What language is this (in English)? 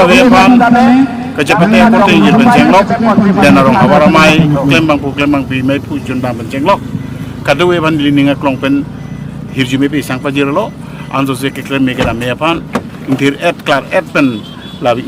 Karbi